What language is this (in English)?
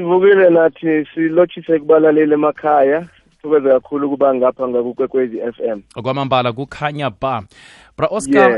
South Ndebele